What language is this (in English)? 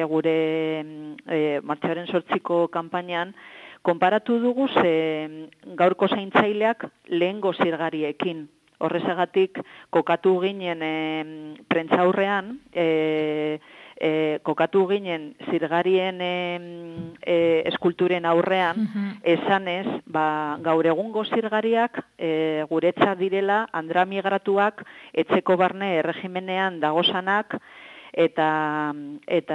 Basque